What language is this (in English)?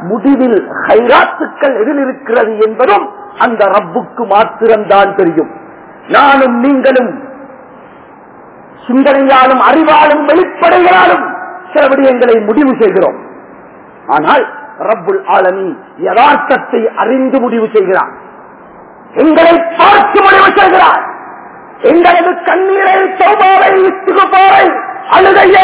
Tamil